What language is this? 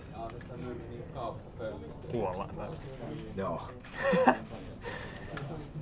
Finnish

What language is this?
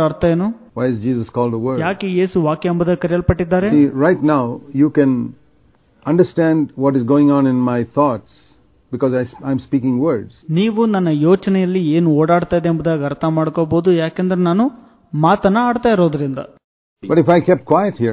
Kannada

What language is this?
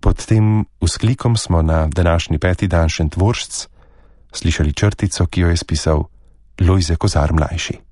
Slovenian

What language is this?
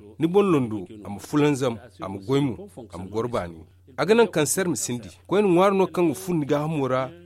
Zarma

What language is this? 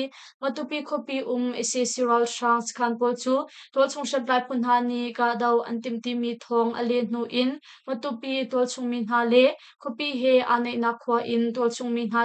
Hakha Chin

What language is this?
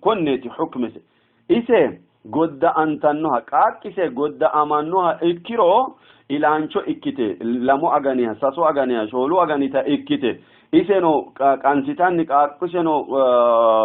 Sidamo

